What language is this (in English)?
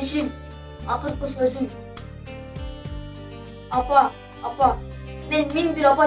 Kyrgyz